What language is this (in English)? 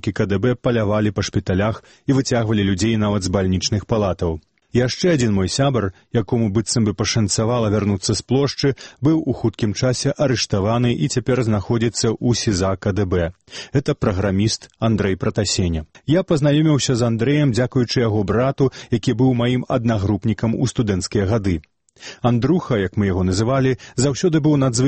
Belarusian